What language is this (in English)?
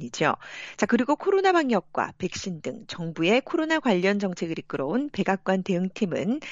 Korean